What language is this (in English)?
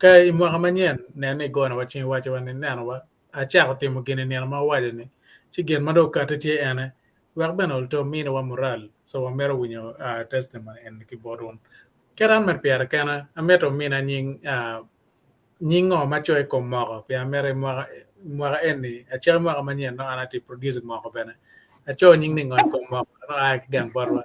Acoli